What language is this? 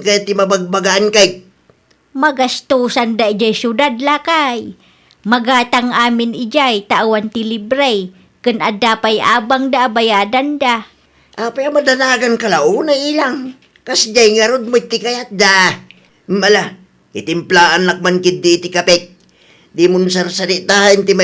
Iloko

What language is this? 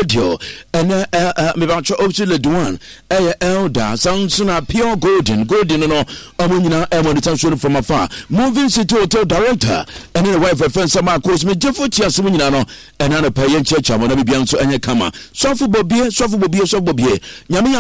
Akan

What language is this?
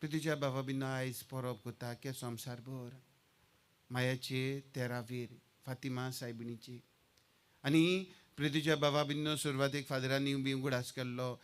Konkani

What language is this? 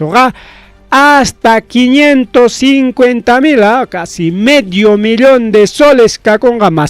Ayacucho Quechua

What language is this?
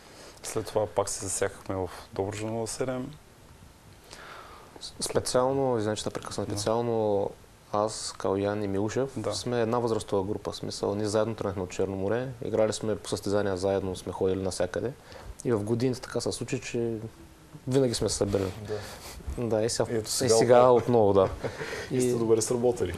Bulgarian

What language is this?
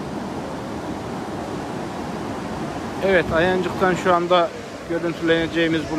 Turkish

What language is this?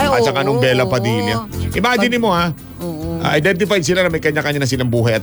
Filipino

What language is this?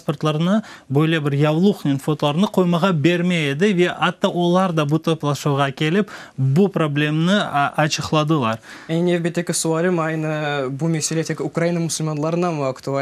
Crimean Tatar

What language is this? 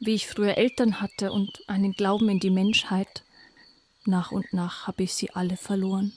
Bavarian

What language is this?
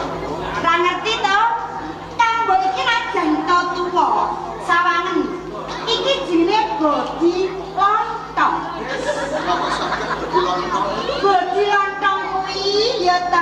Javanese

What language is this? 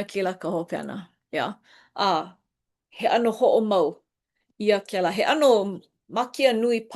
Hawaiian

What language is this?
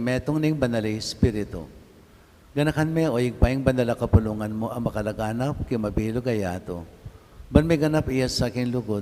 Pampanga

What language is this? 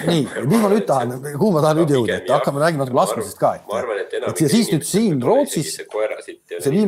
Estonian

